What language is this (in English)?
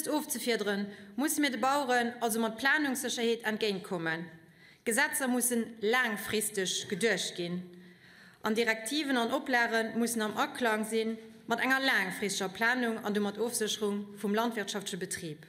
Luxembourgish